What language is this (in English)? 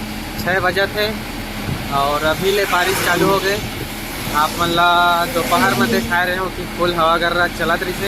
Chhattisgarhi